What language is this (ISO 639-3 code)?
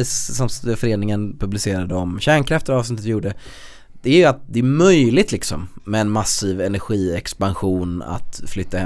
swe